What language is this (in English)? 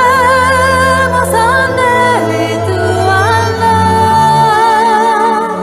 Ladino